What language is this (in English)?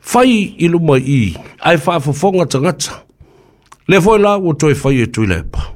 Samoan